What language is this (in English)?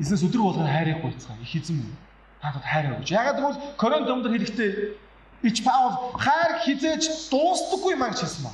Mongolian